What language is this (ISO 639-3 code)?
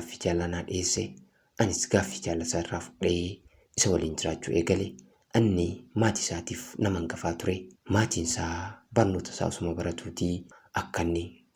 orm